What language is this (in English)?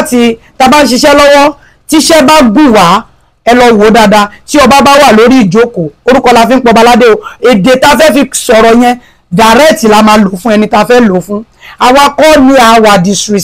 Yoruba